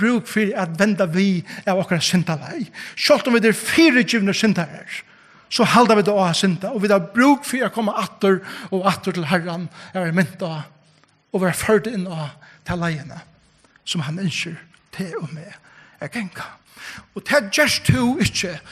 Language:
Faroese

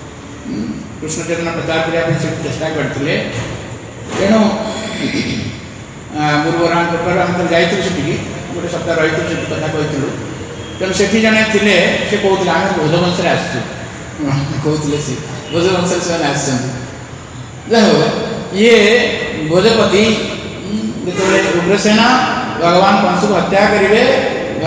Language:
Odia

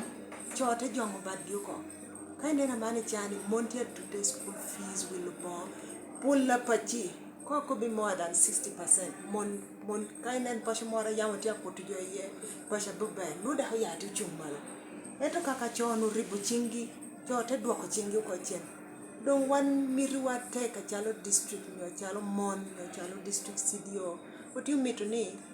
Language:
Lango (Uganda)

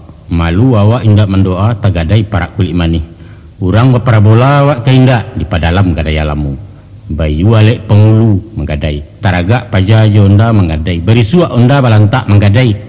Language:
Minangkabau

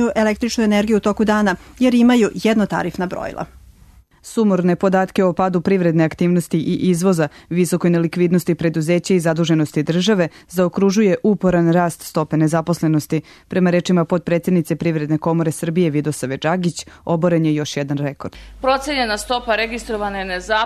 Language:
Serbian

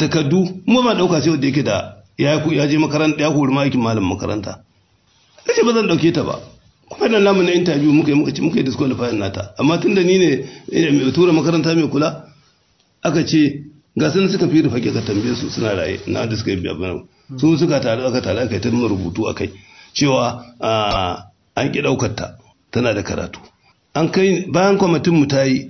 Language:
Hausa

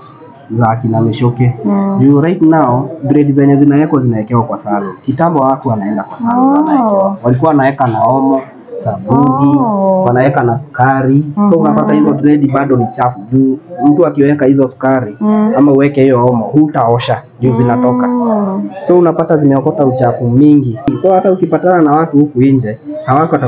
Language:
Swahili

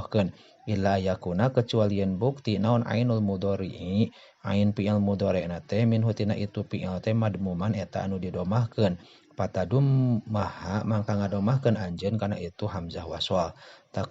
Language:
Sundanese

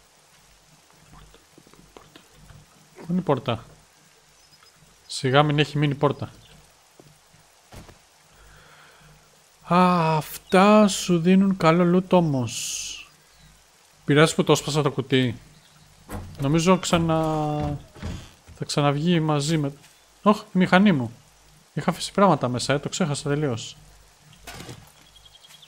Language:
Greek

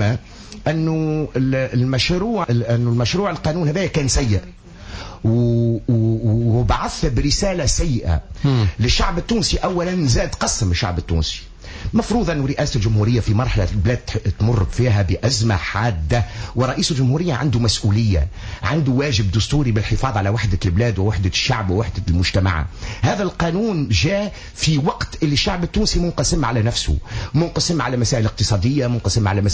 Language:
Tunisian Arabic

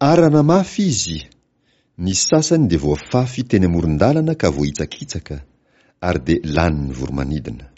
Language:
Malagasy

